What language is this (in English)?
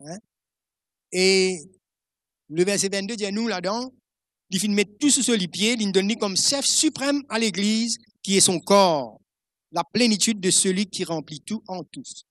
Morisyen